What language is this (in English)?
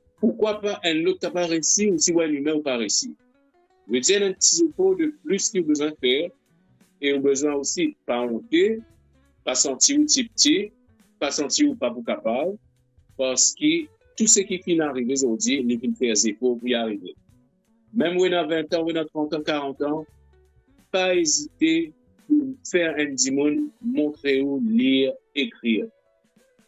Morisyen